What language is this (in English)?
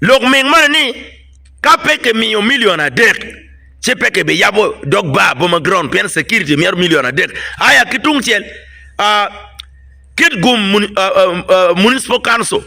Acoli